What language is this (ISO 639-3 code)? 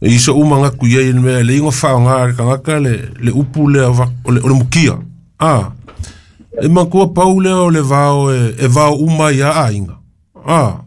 smo